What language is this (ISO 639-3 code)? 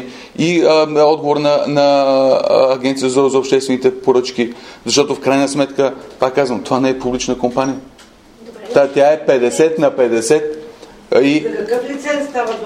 bul